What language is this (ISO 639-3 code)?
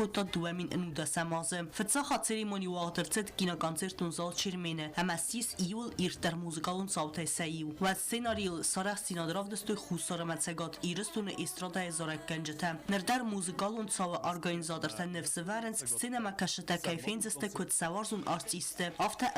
oss